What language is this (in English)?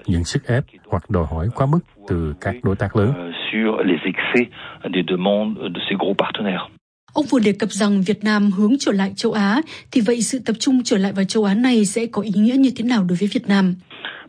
Vietnamese